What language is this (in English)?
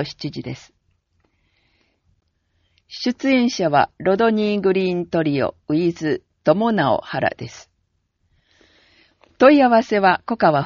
Japanese